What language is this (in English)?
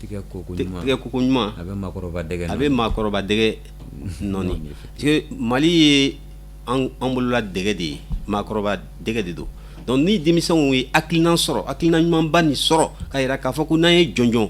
Bambara